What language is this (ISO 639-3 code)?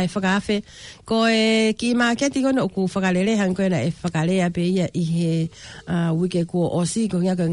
ton